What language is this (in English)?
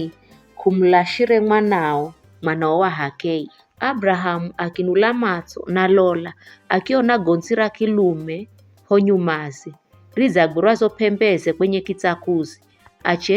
Giryama